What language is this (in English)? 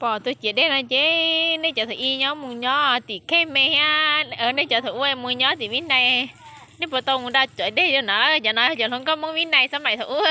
Hmong